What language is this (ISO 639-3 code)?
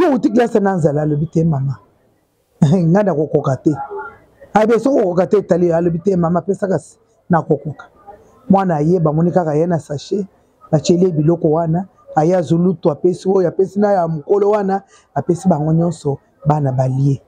lin